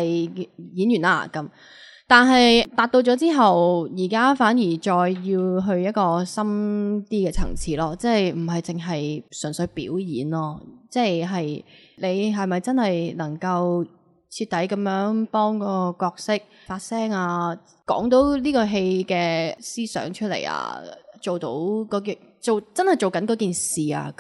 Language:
Cantonese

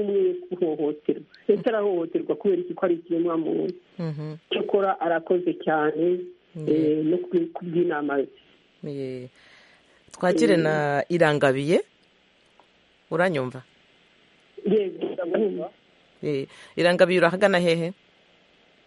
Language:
Kinyarwanda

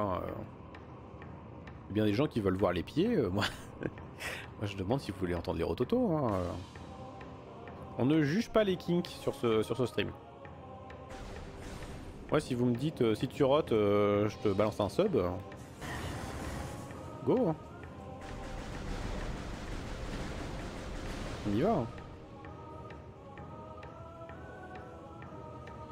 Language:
French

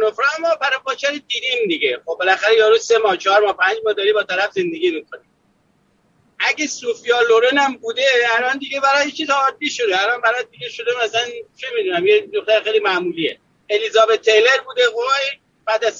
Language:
Persian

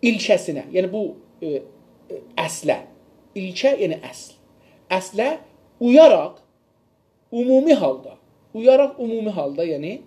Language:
South Azerbaijani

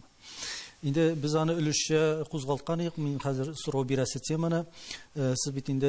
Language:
Tatar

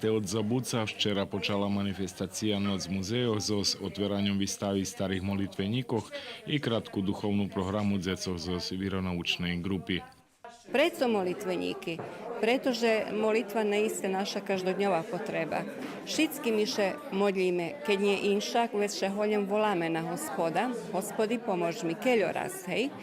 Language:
Rusyn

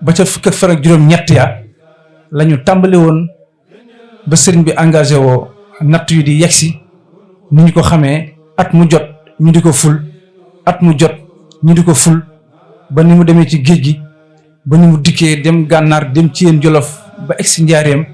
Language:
Wolof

